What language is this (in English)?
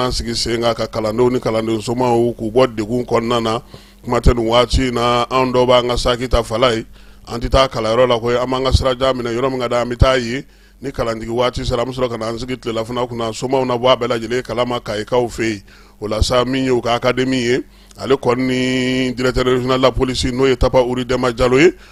Bambara